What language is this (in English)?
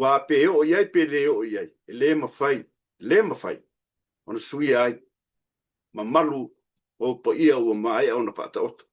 Samoan